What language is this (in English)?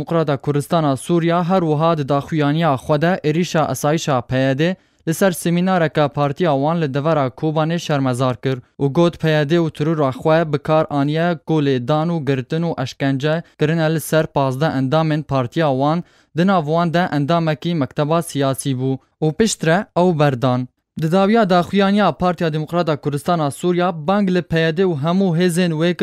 Kurdish